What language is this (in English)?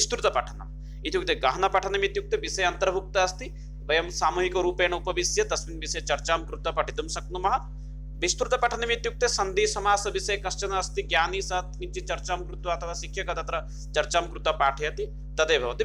Sanskrit